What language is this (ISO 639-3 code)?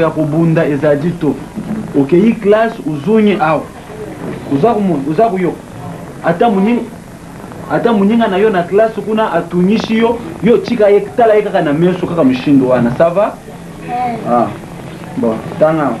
lin